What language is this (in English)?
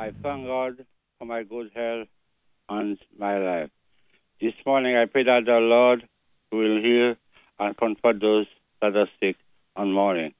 Saint Lucian Creole French